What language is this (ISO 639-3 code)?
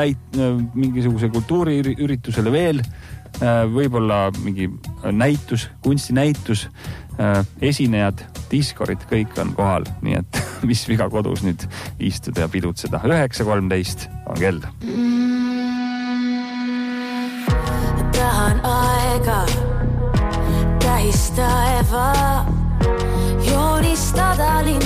est